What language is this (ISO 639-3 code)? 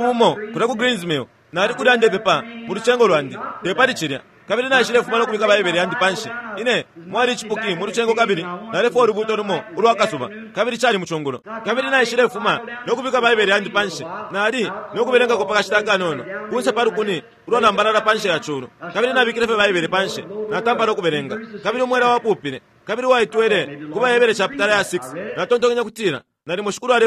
bem